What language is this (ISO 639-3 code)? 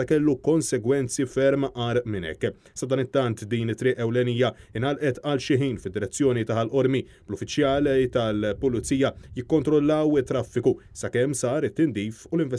mlt